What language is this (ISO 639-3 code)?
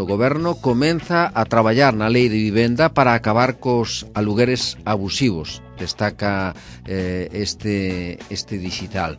glg